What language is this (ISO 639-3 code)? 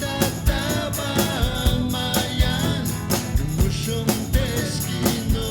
atj